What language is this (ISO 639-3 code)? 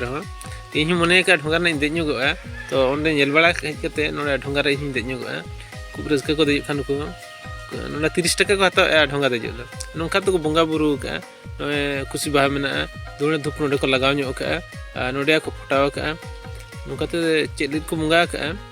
sat